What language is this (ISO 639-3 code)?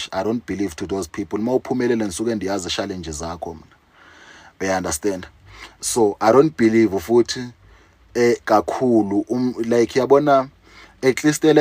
zul